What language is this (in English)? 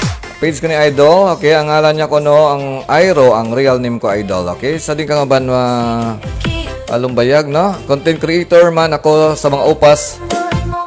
Hiligaynon